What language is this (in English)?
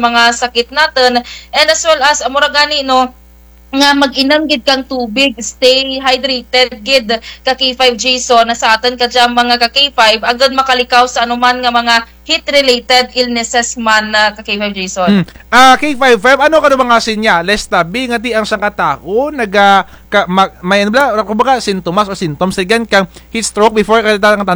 Kinaray-a